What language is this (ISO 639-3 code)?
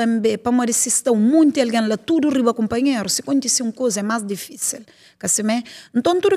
kea